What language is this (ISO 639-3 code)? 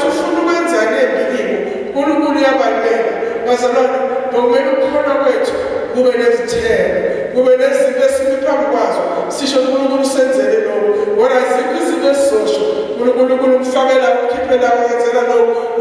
zul